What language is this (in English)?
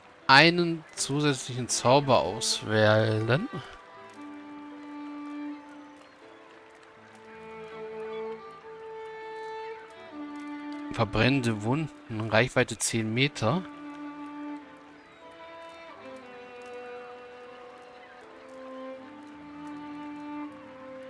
German